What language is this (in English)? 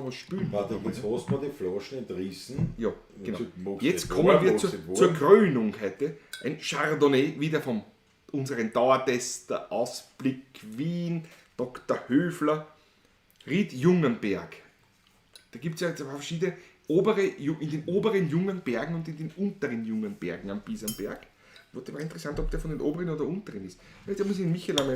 Bavarian